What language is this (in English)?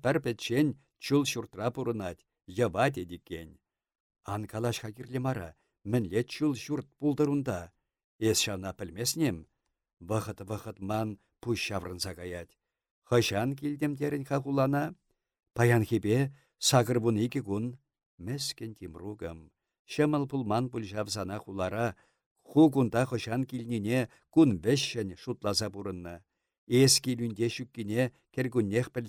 Chuvash